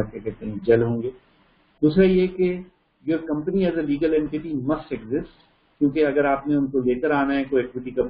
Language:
Urdu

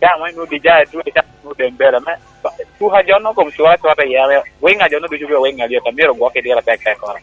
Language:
Lango (Uganda)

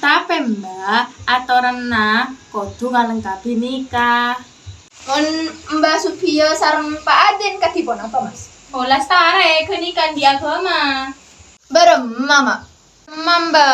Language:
Madurese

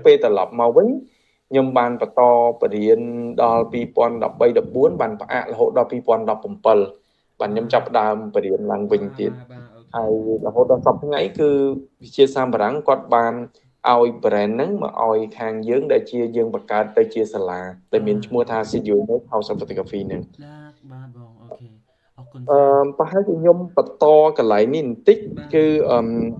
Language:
Khmer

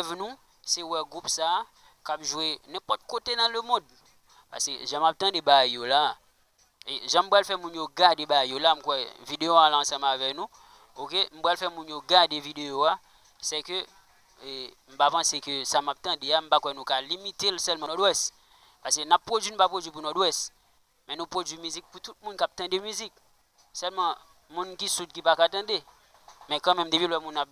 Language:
Haitian Creole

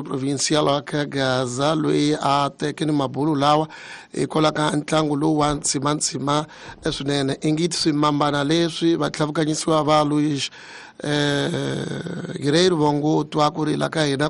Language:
Tsonga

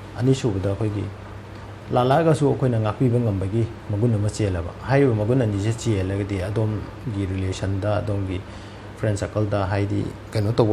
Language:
Manipuri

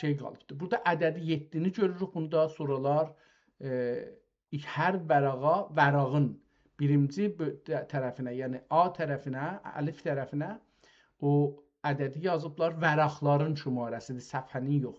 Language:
South Azerbaijani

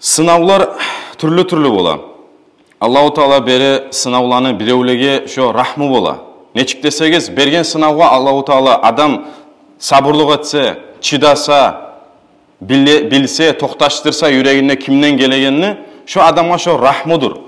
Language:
Kumyk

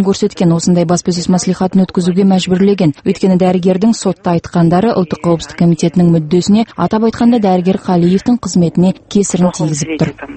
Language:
Kazakh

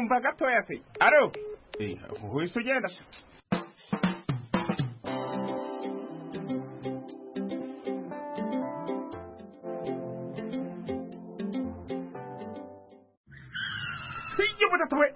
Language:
Kinyarwanda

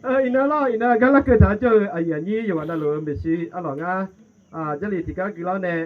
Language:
Akha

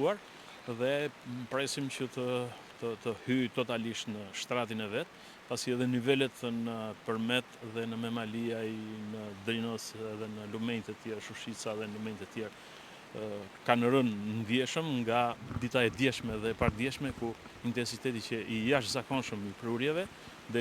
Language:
Albanian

